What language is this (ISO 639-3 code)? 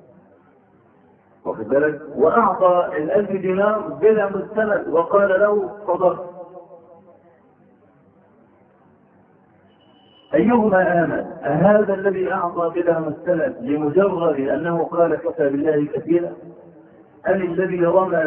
ara